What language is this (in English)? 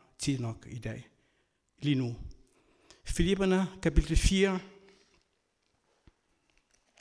Danish